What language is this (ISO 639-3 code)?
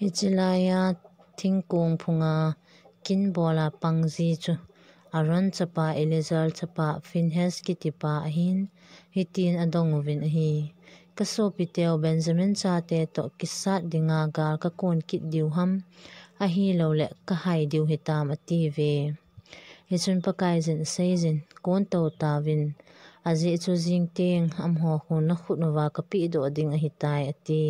tcz